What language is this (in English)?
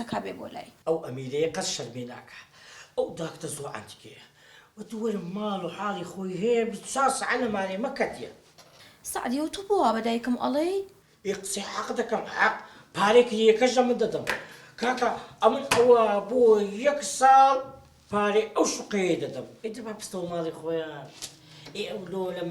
Central Kurdish